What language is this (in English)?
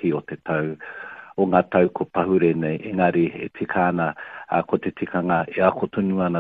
Māori